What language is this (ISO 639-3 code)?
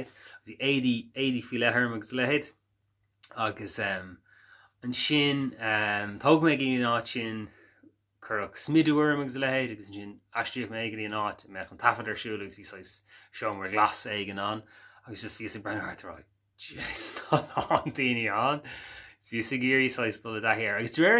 gle